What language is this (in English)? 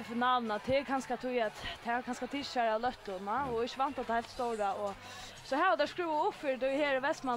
Faroese